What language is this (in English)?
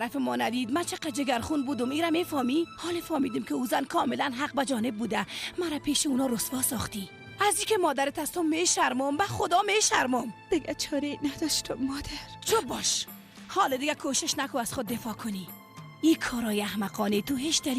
Persian